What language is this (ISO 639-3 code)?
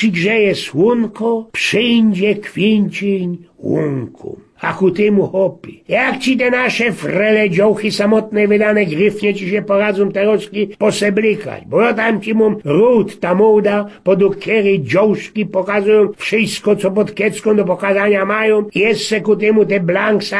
szl